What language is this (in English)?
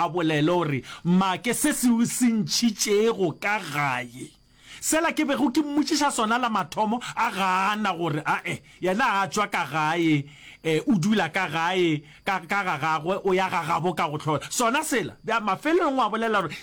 Northern Sotho